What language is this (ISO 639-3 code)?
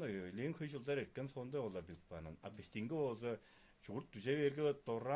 tyv